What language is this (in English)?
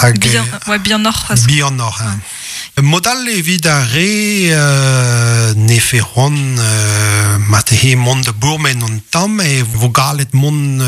Breton